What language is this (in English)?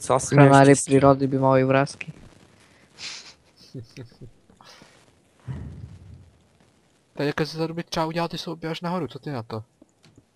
Czech